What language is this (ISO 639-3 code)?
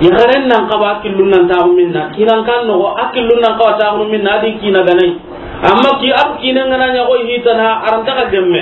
snk